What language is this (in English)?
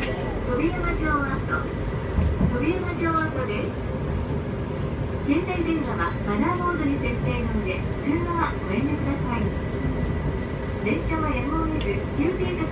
Japanese